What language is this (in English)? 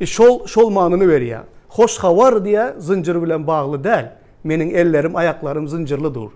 Turkmen